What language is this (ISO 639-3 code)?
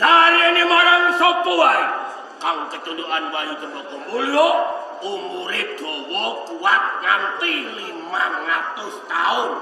jav